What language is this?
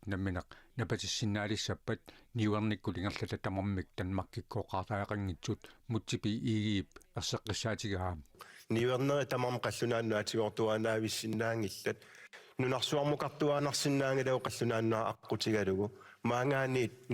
Kalaallisut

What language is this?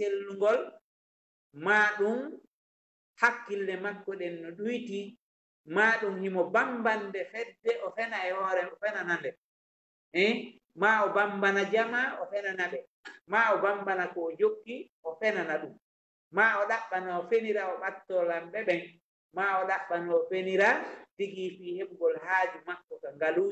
Fula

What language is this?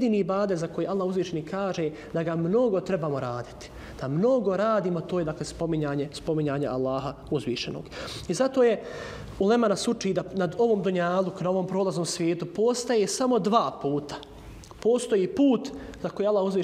Bosnian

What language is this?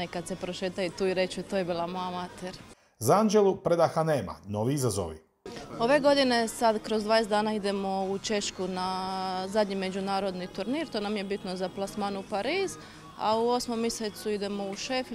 Croatian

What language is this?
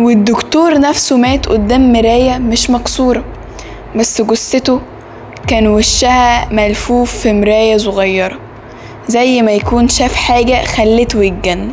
Egyptian Arabic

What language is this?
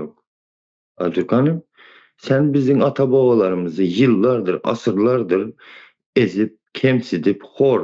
Turkmen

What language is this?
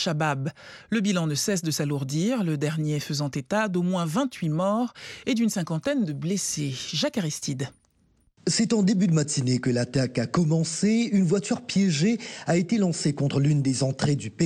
French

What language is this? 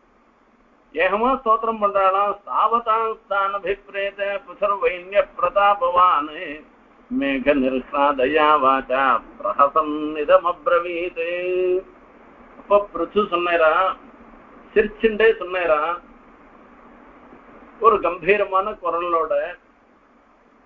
Tamil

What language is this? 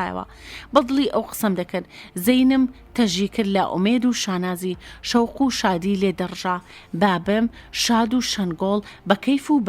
Central Kurdish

